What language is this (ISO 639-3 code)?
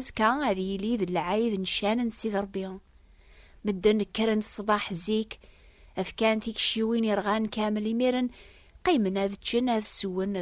kab